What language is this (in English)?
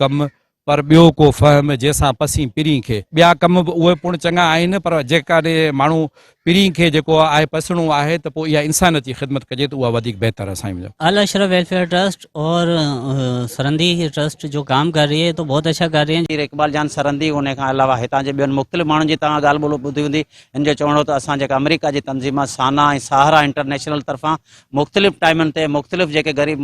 Sindhi